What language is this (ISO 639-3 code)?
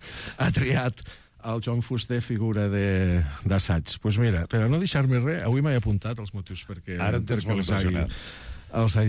cat